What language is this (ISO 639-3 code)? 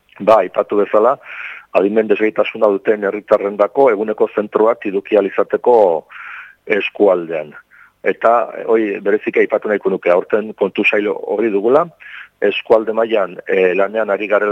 eus